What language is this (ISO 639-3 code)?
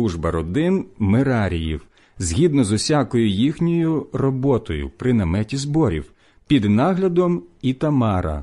ukr